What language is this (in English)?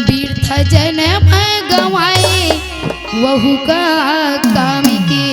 Chhattisgarhi